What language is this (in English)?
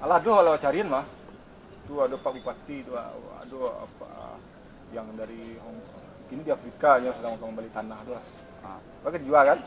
Minangkabau